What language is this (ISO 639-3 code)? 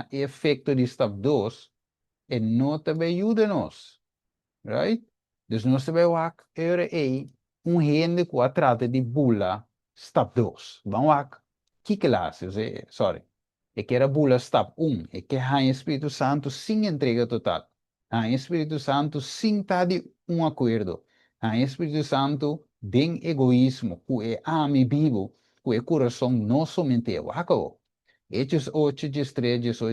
pap